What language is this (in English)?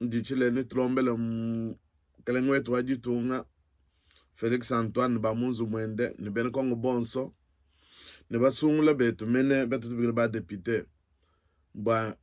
Luba-Lulua